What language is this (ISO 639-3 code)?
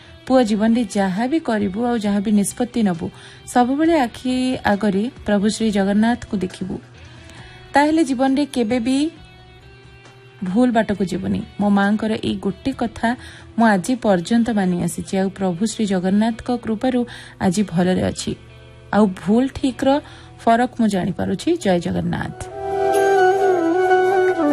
ori